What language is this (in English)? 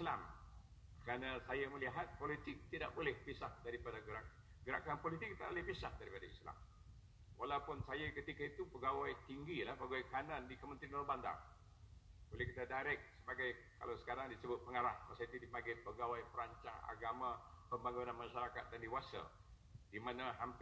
Malay